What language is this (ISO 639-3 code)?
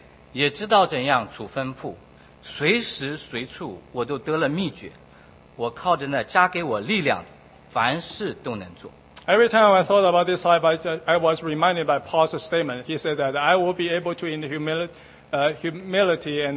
zho